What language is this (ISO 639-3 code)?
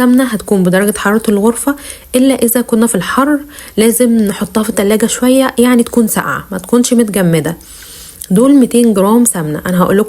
arz